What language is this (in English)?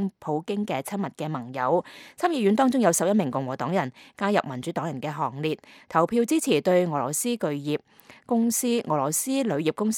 Cantonese